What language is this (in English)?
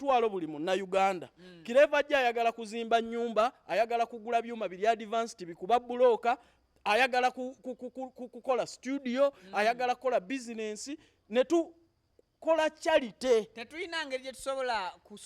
Ganda